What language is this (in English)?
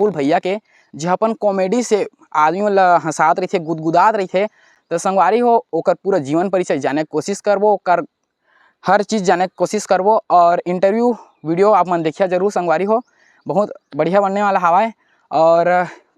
Chhattisgarhi